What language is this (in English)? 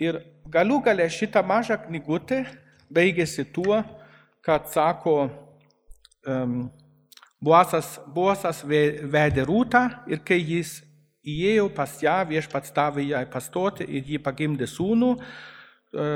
Lithuanian